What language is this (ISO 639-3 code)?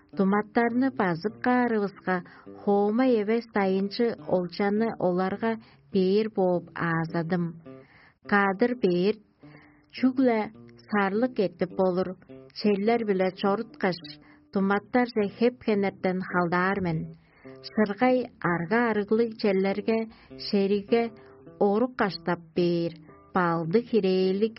tyv